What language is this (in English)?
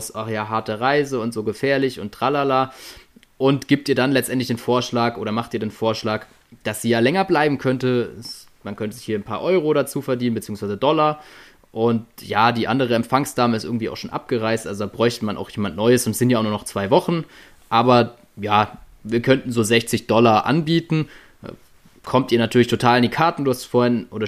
German